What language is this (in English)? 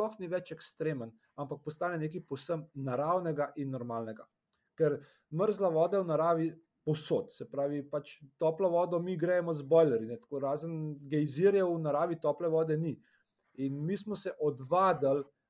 Slovenian